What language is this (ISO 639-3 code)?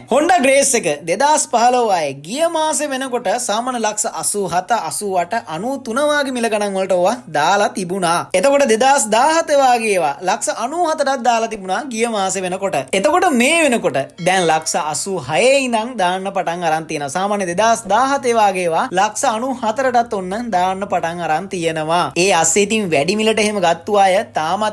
sin